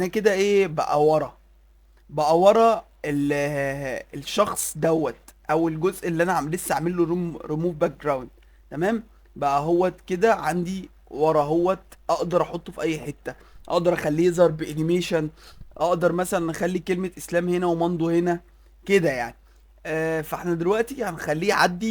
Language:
Egyptian Arabic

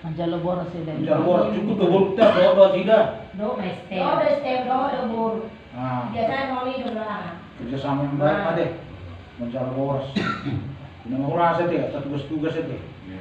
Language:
Batak Toba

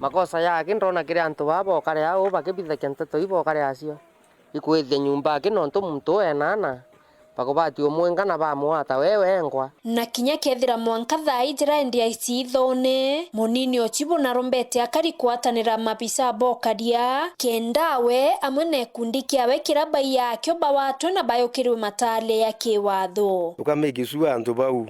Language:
Meru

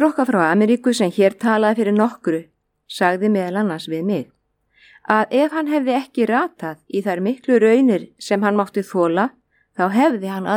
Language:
Icelandic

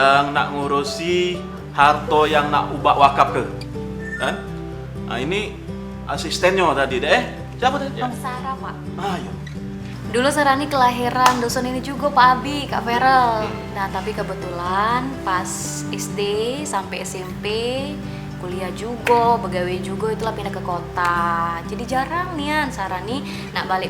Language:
Musi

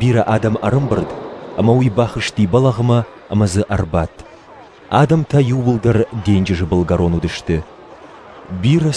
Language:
Ossetic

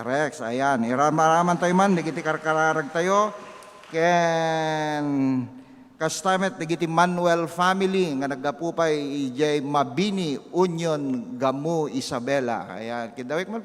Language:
Iloko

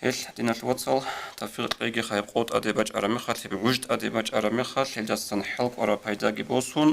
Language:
Avaric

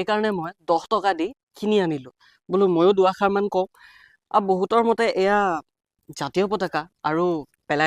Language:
Assamese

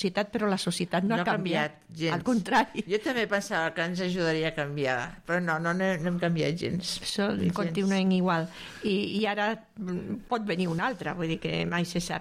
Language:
Catalan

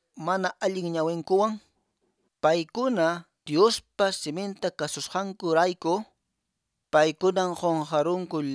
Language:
Quechua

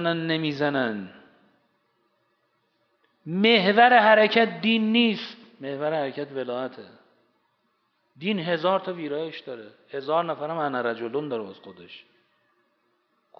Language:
Persian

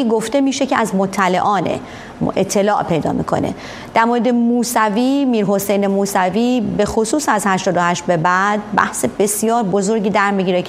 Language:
Persian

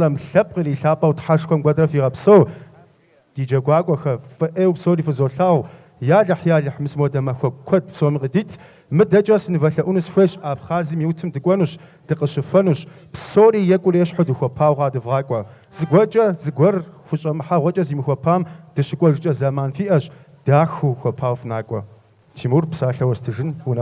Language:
Kabardian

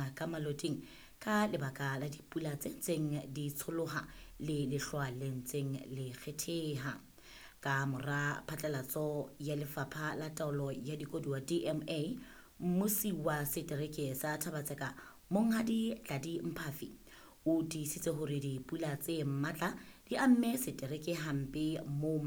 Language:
Southern Sotho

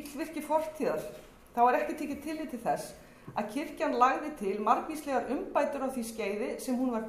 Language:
Icelandic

